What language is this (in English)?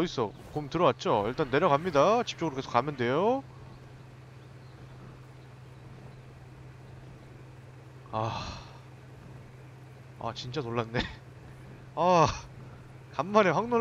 Korean